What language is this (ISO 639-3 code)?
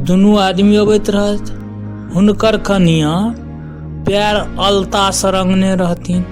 mai